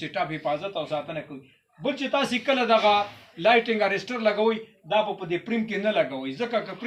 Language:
Pashto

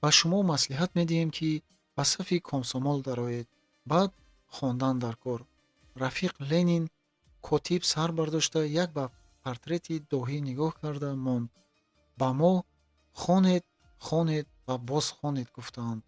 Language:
Tajik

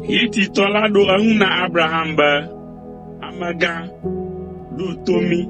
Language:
Ewe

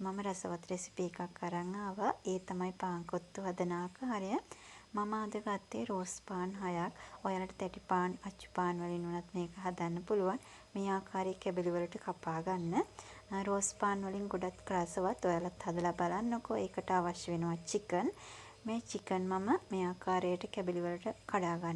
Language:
Sinhala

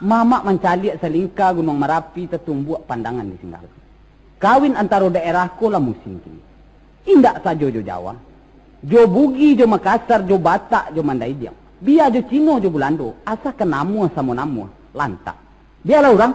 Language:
Minangkabau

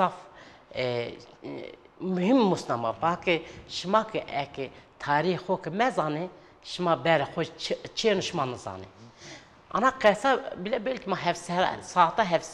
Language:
Zaza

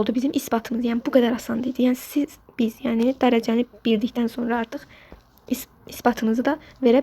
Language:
Azerbaijani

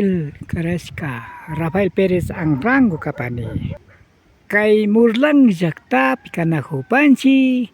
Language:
Imbabura Highland Quichua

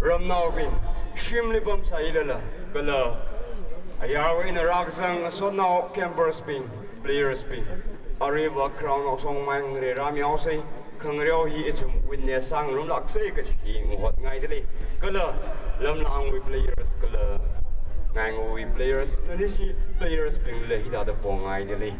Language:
Tangkhul Naga (India)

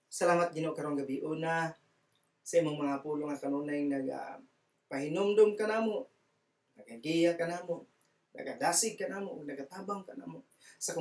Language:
Cebuano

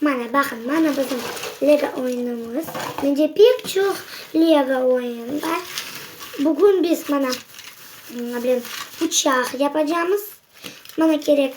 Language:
Crimean Tatar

